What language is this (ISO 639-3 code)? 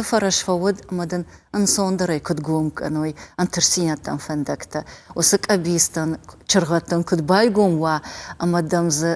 oss